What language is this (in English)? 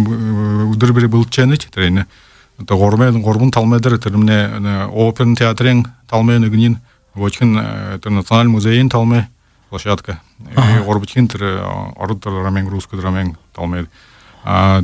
Buriat